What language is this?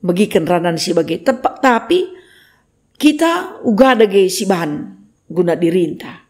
Batak Karo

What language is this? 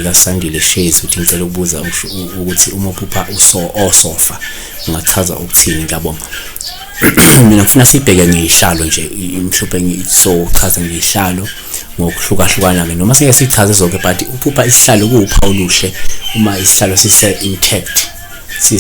Zulu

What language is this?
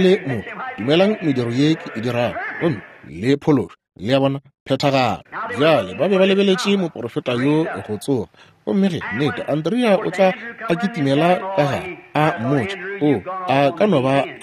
Northern Sotho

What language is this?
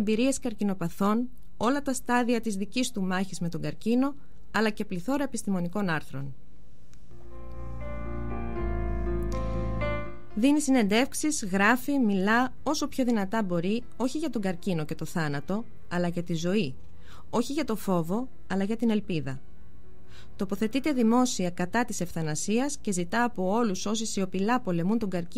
Greek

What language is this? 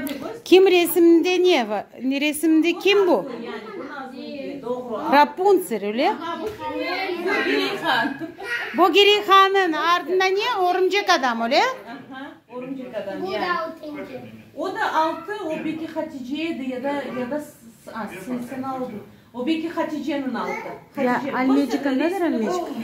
Crimean Tatar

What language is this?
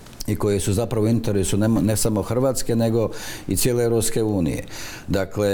Croatian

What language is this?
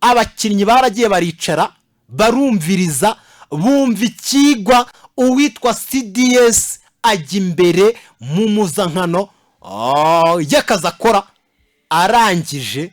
Kinyarwanda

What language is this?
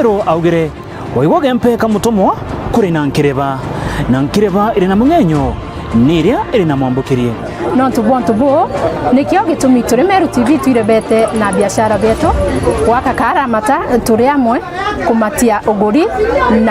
Meru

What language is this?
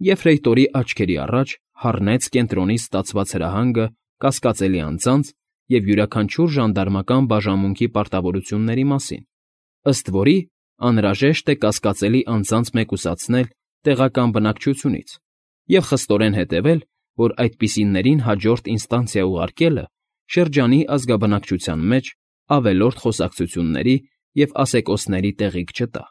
Armenian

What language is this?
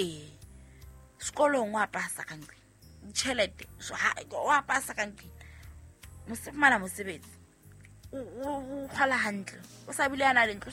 Southern Sotho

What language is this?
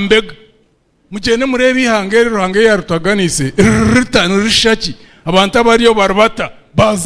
Nyankole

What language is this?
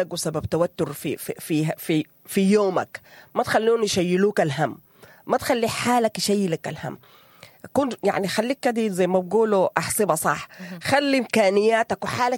Sudanese Arabic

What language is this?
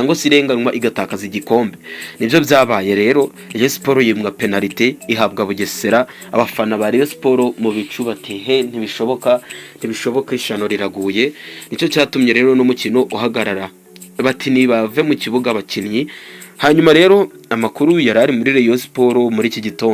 Kinyarwanda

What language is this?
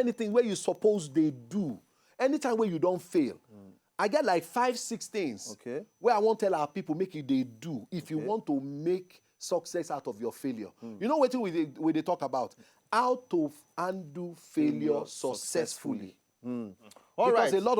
Nigerian Pidgin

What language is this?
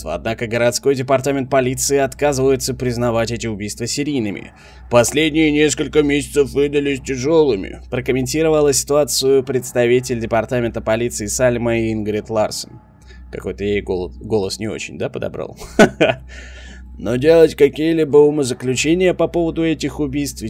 Russian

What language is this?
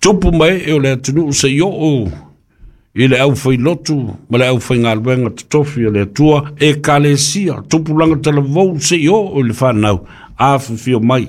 Samoan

